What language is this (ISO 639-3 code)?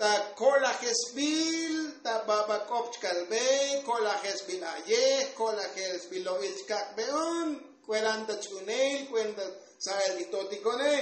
tzo